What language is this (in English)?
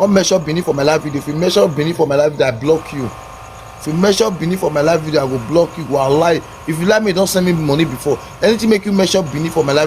Nigerian Pidgin